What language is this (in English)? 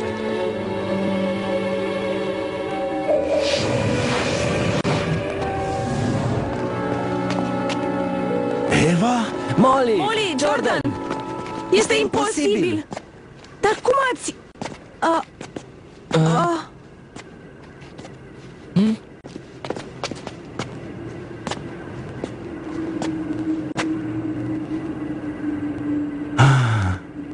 Romanian